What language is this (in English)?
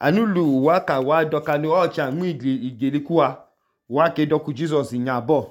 Idoma